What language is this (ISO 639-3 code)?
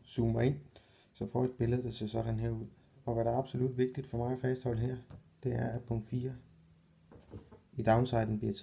dan